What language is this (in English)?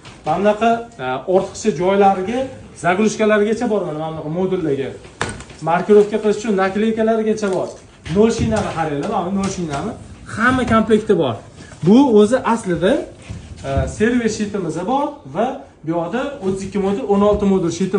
Uzbek